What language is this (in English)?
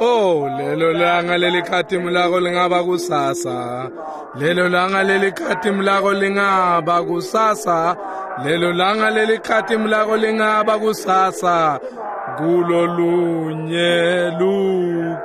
Swati